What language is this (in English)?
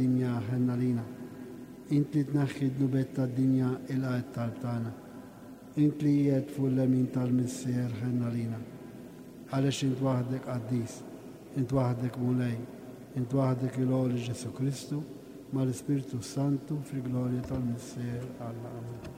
Maltese